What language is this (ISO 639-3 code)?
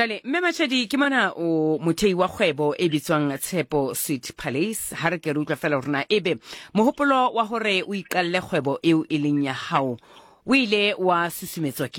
sot